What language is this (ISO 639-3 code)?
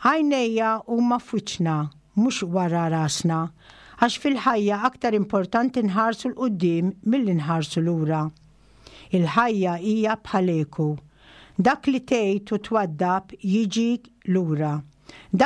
mlt